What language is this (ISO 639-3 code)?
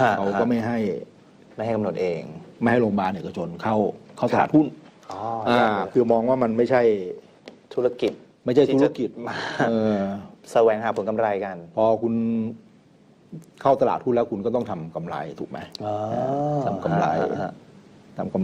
tha